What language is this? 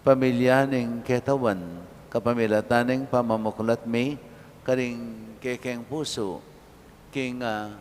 Pampanga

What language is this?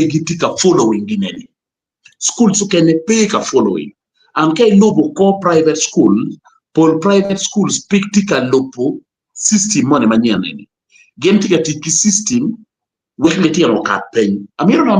Acoli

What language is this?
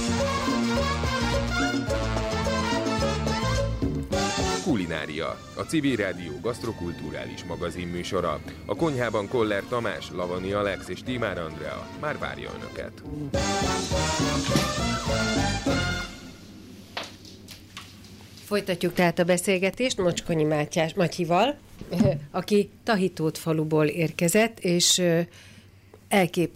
Hungarian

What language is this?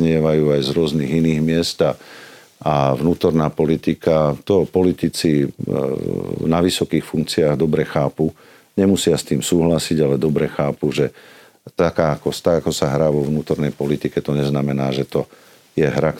Slovak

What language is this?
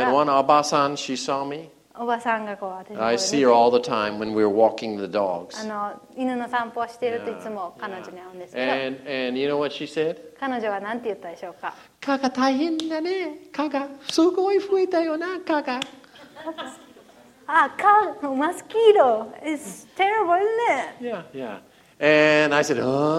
Japanese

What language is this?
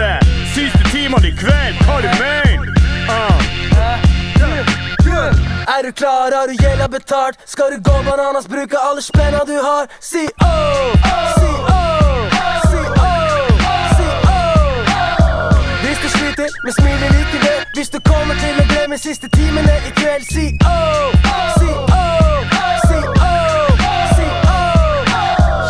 Norwegian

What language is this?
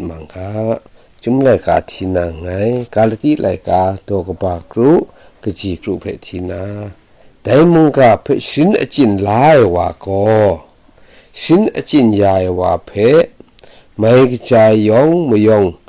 Kachin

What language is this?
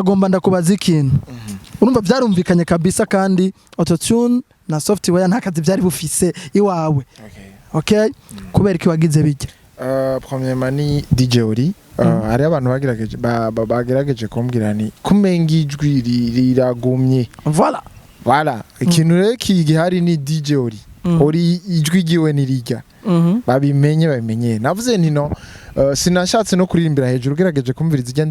Rundi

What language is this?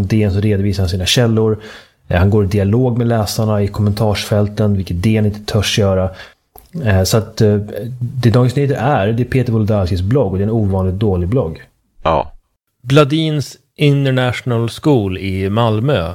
Swedish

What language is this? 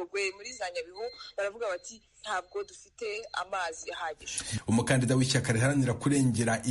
Kinyarwanda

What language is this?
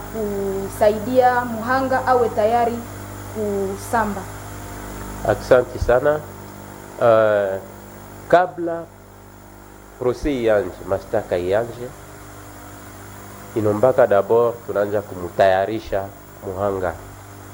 Swahili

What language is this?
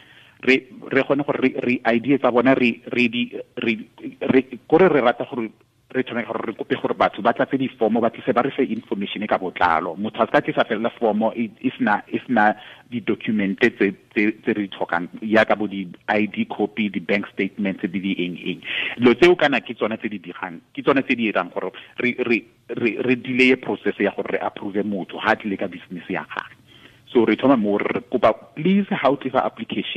Tswana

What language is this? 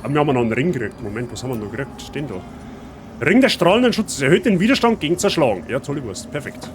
Bavarian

